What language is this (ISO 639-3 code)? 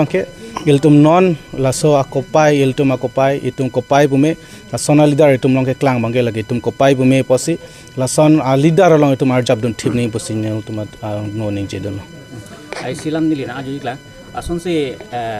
mjw